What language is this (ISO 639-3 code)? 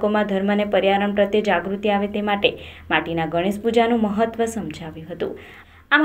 guj